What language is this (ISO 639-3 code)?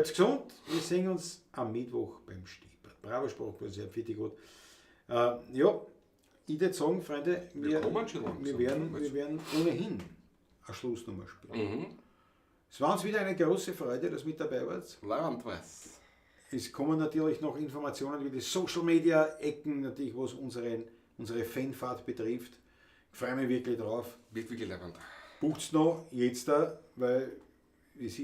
bar